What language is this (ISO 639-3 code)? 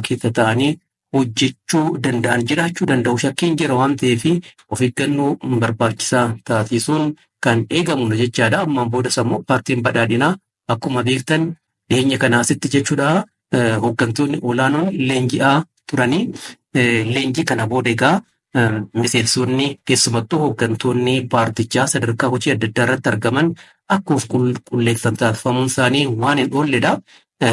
orm